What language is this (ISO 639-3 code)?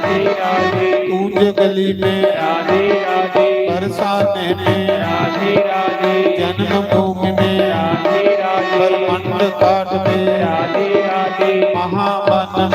doi